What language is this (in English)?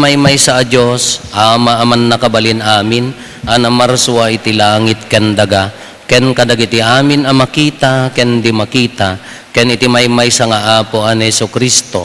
Iloko